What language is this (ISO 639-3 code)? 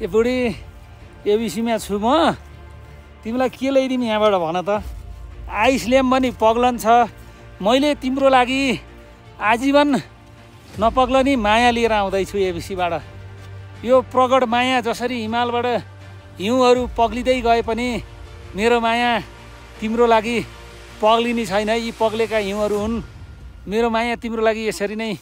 nep